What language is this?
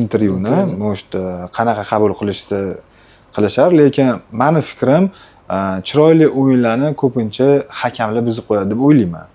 Uzbek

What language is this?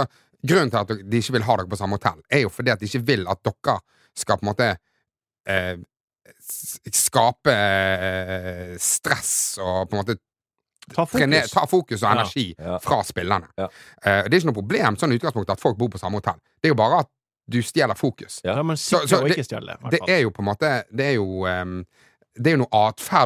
Norwegian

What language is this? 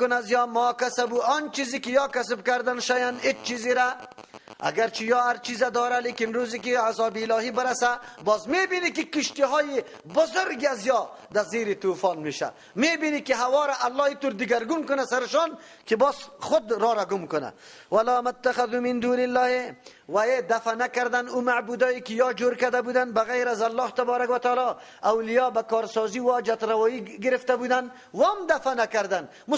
Persian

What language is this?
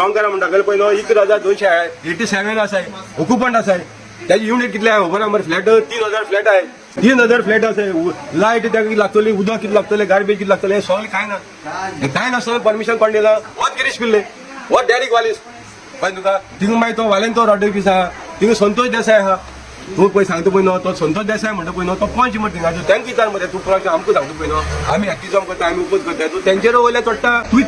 Konkani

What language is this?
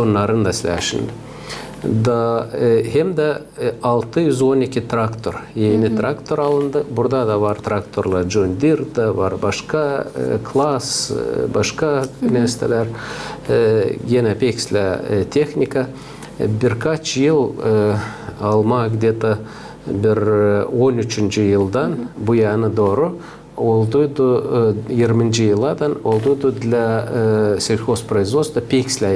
Gagauz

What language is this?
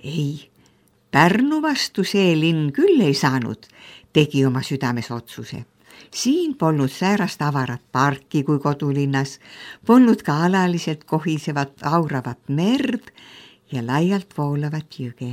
Estonian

